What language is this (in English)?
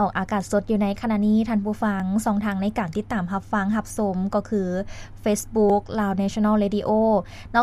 Lao